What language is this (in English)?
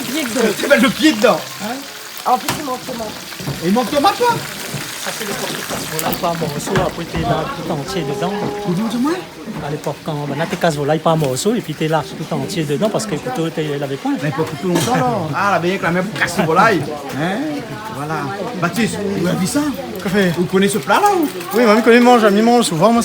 Réunion Creole French